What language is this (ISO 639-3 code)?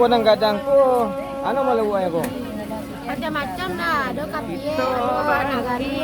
min